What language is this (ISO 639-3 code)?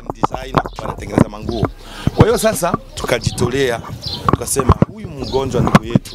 swa